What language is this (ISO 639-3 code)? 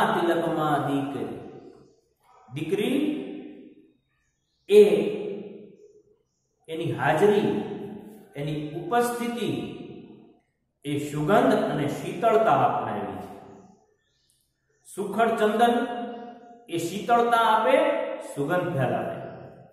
guj